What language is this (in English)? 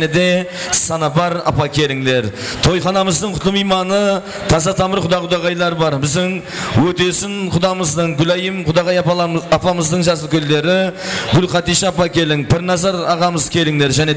Kara-Kalpak